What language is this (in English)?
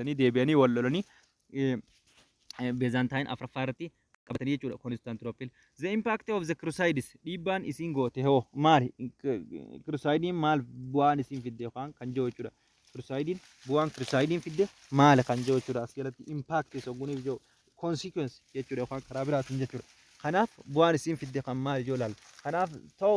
Oromo